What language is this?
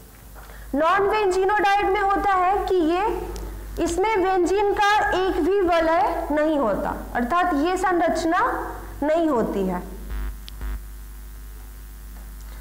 Hindi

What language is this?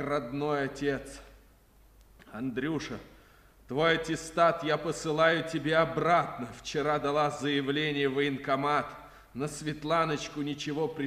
Russian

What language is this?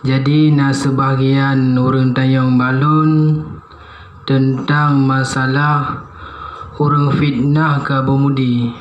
Achinese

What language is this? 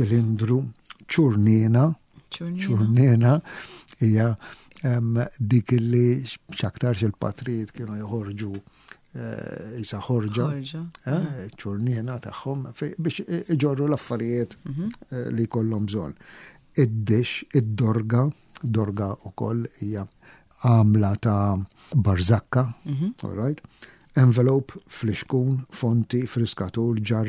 Maltese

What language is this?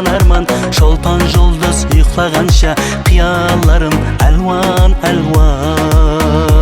Kara-Kalpak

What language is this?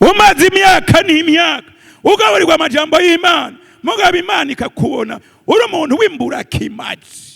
Rundi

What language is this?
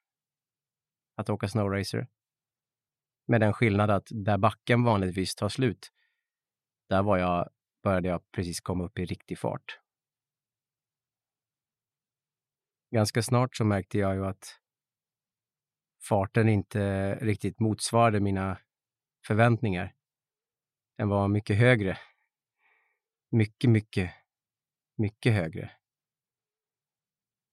Swedish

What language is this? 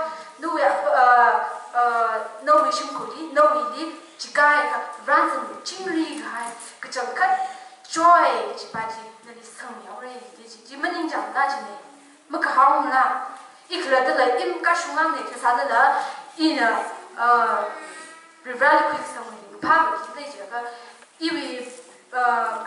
Tangkhul Naga (India)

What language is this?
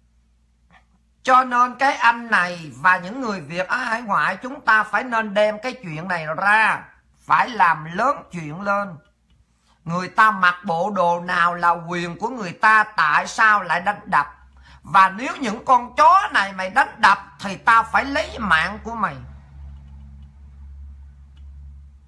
Vietnamese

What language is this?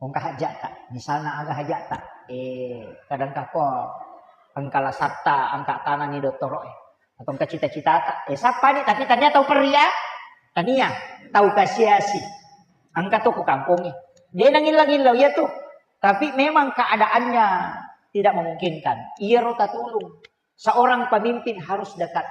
Buginese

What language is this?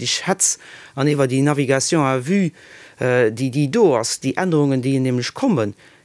Luxembourgish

